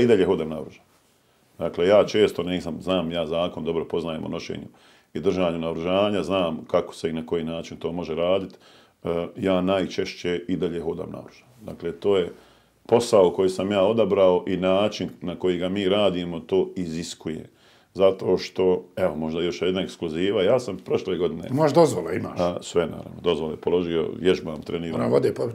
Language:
Bosnian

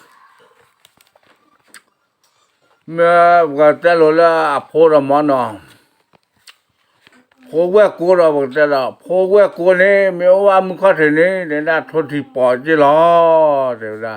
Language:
S'gaw Karen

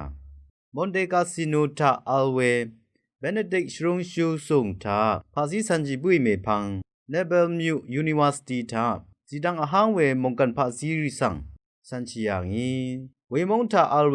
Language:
Rawang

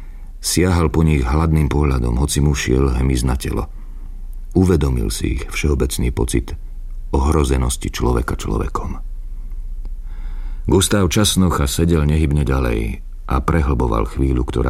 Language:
Slovak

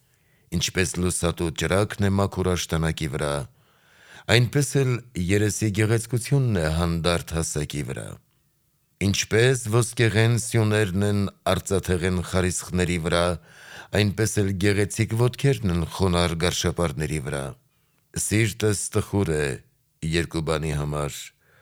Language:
Armenian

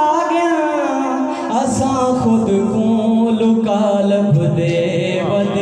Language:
Saraiki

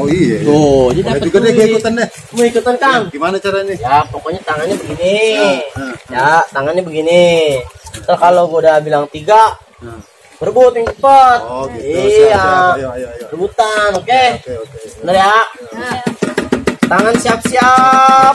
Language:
Betawi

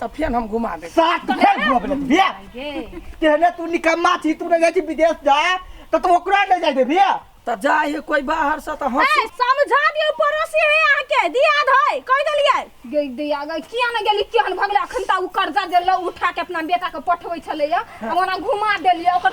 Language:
Maithili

